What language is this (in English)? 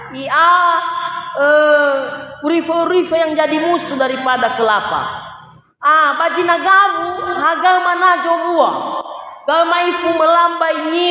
Nias